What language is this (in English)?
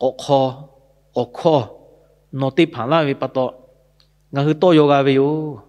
Lahu